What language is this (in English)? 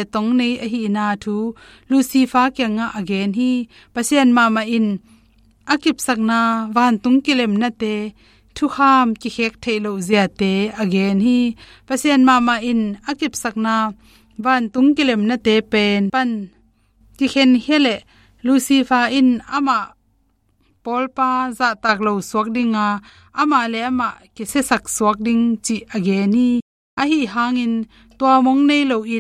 Tedim Chin